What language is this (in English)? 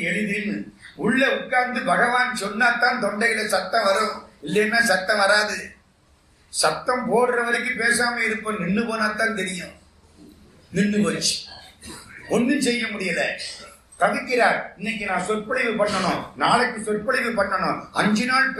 Tamil